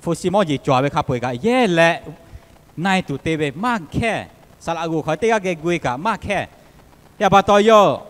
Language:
Lahu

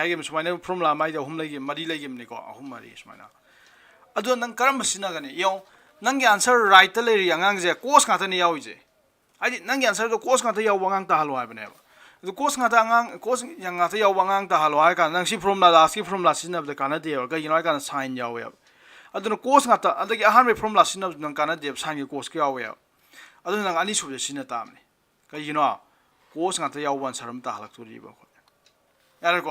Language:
Manipuri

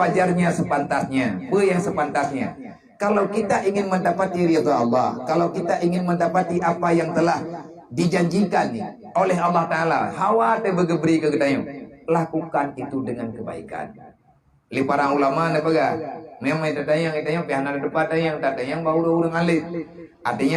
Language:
Achinese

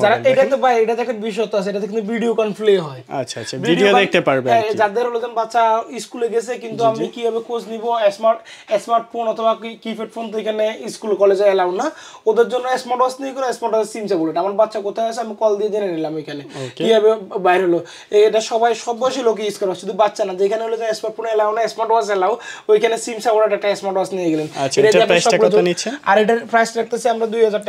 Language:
Bangla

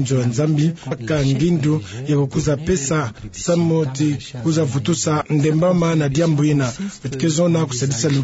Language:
Kituba (Democratic Republic of Congo)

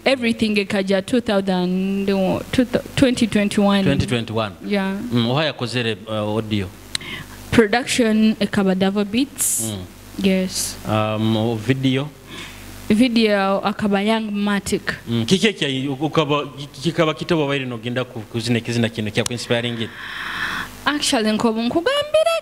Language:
Nyoro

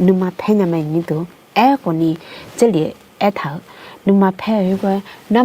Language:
Akha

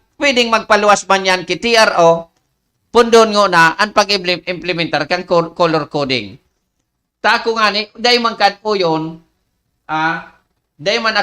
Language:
Bikol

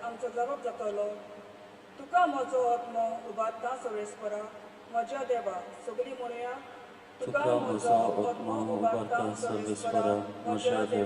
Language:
Konkani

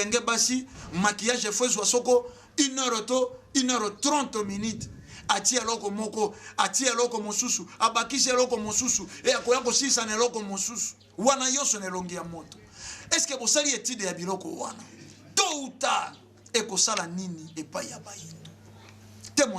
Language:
Lingala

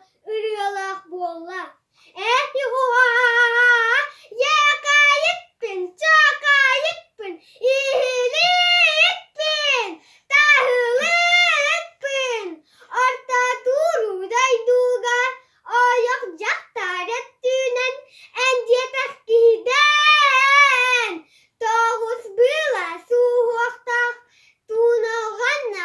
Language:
Yakut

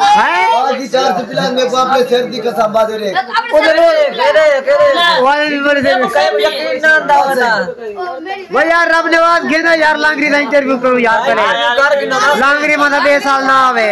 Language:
Saraiki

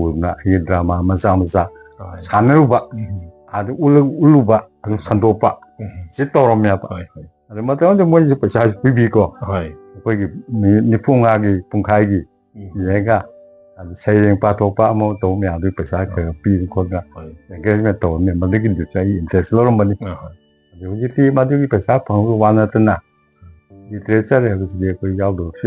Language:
Manipuri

